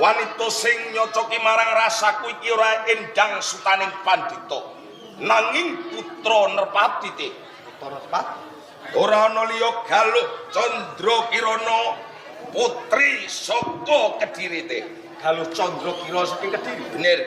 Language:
Javanese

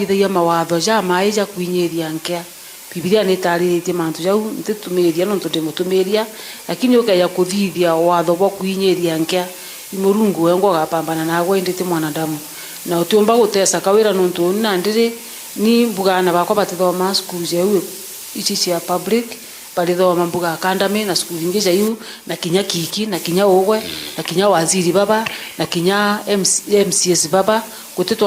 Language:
Meru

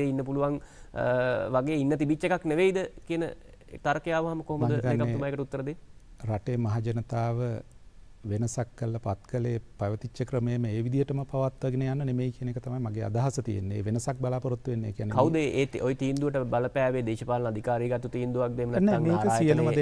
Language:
Sinhala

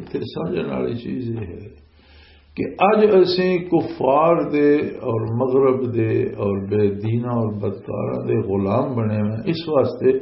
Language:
Western Panjabi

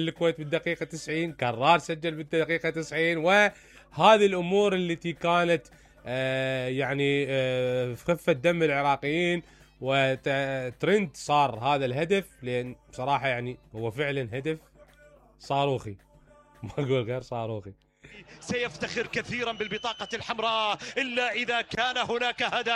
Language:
Mesopotamian Arabic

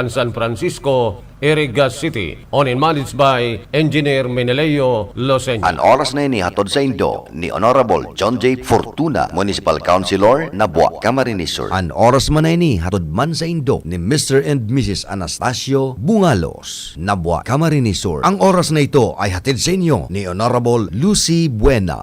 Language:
Bikol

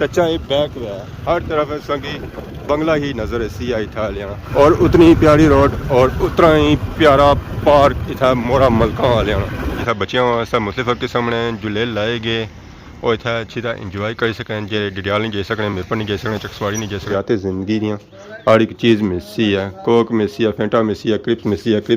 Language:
Pahari-Potwari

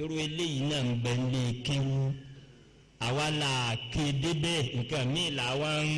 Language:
Yoruba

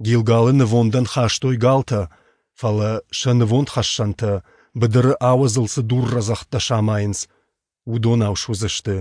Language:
Ossetic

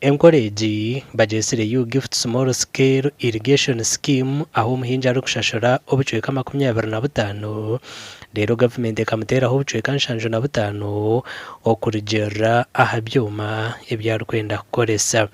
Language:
Nyankole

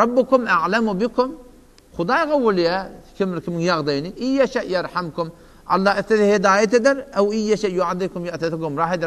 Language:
Turkmen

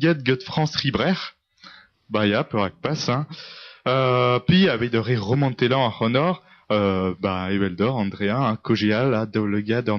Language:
Breton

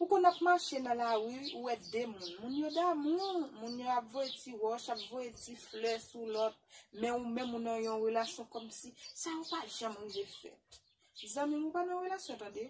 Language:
Haitian Creole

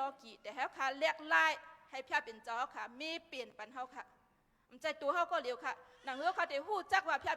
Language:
Shan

